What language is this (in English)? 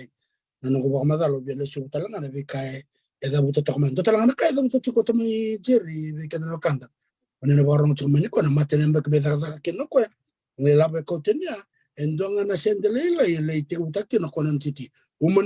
Fijian